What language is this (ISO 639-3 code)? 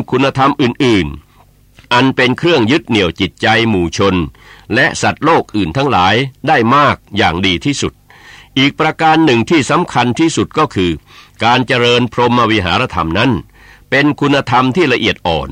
tha